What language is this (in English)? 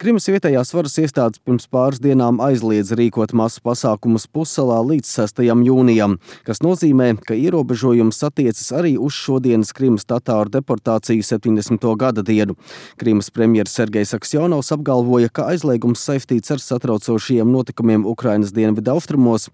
Latvian